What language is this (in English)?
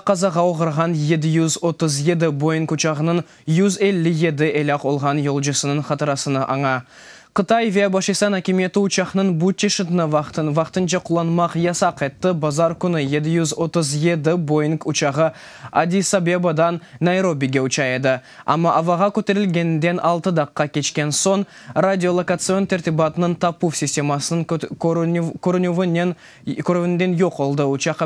Crimean Tatar